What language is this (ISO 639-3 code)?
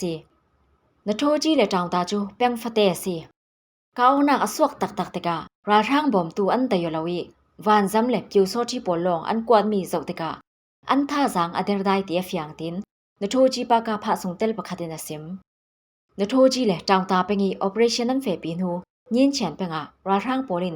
cfm